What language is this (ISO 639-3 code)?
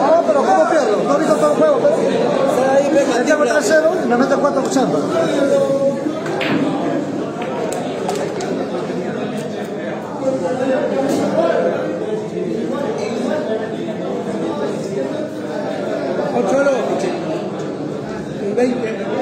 spa